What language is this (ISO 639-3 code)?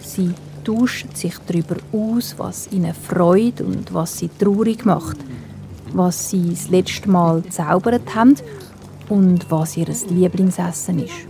gsw